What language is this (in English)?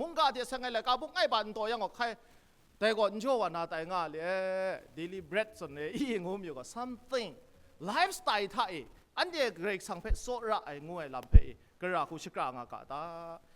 Kachin